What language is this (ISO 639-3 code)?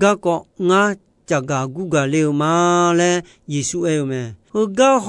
ahk